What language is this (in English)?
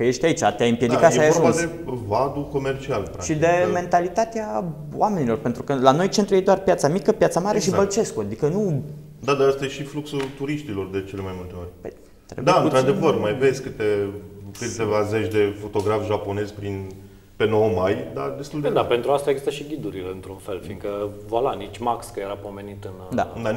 Romanian